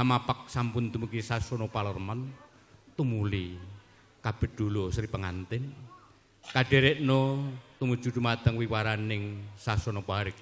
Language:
Javanese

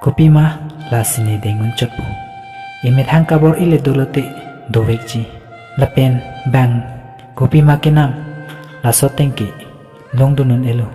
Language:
Karbi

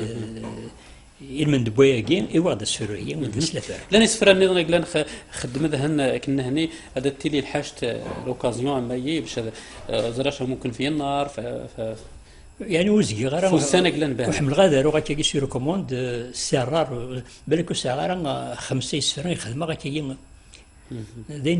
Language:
Kabyle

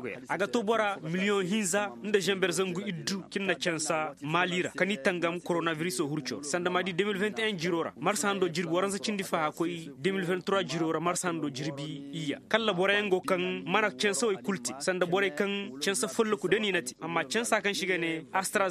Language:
Koyraboro Senni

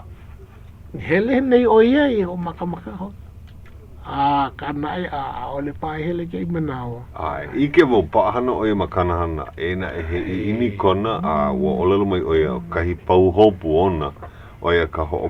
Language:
Hawaiian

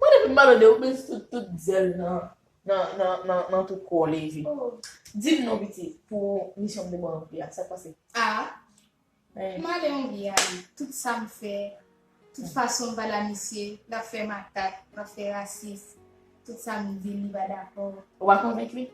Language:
Haitian Creole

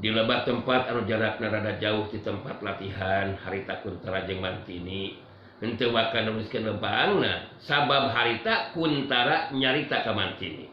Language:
Sundanese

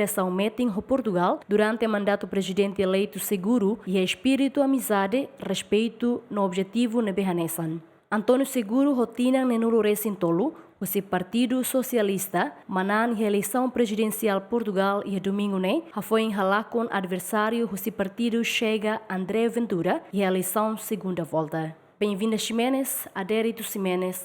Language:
Tetum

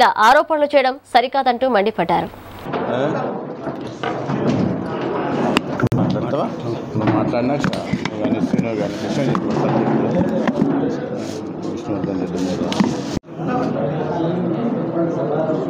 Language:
Telugu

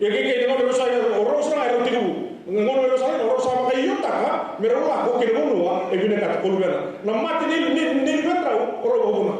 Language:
Fijian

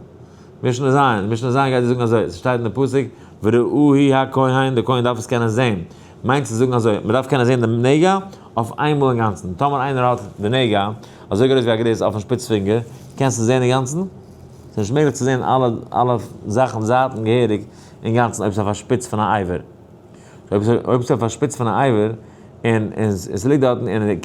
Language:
Yiddish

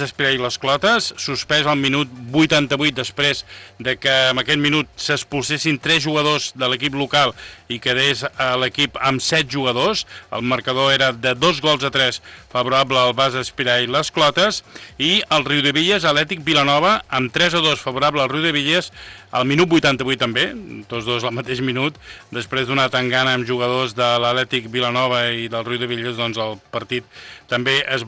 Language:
Catalan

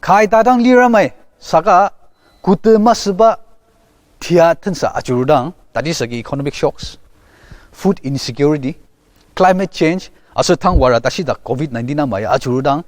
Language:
Ao Naga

